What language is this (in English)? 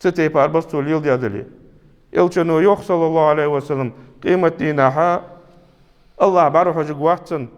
Ingush